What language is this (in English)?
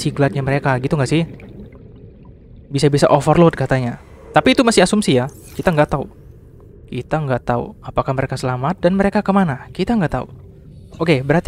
Indonesian